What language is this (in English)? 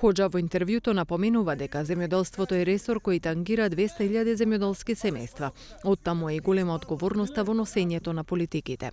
Macedonian